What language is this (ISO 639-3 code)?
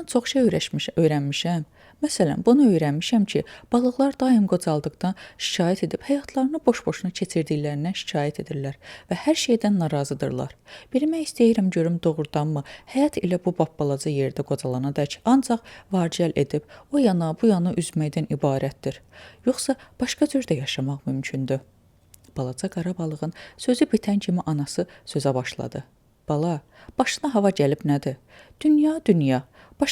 aze